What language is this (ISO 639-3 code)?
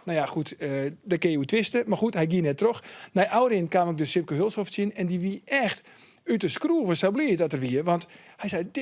fry